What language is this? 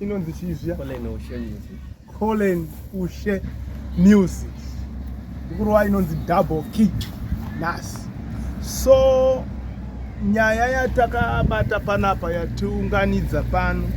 Shona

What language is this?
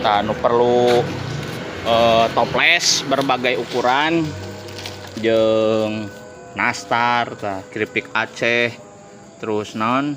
Sundanese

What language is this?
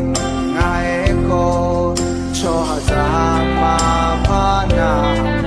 Akha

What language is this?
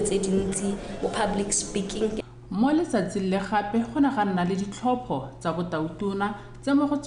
Tswana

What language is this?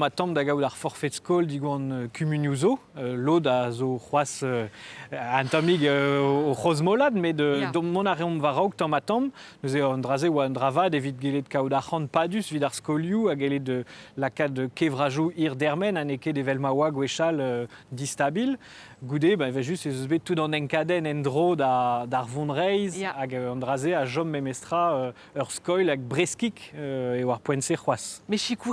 Breton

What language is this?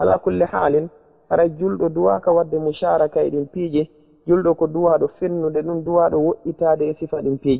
Fula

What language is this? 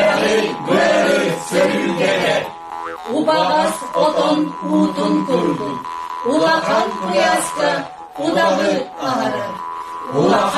Yakut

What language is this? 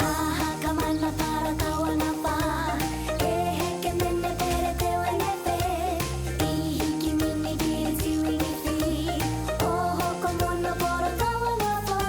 Māori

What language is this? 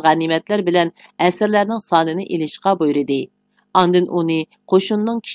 Uyghur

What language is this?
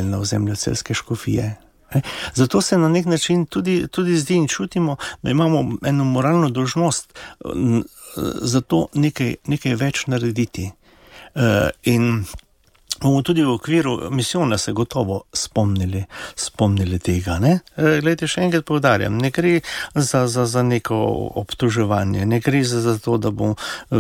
Slovenian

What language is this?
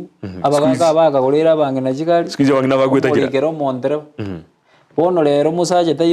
Gusii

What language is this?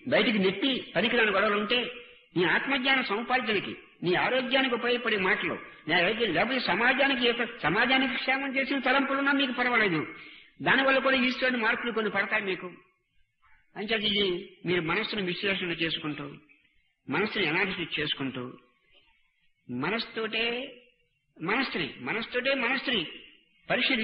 Telugu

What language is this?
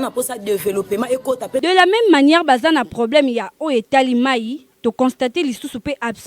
Lingala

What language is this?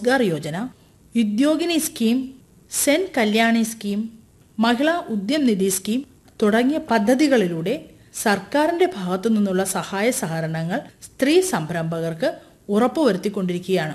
Malayalam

